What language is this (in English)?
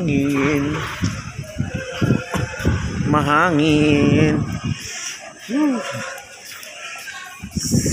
Filipino